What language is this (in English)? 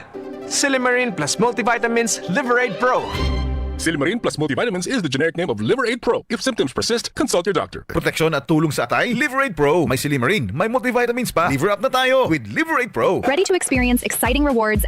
Bikol